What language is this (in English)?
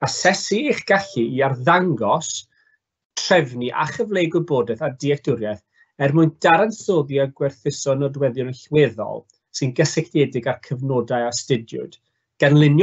Welsh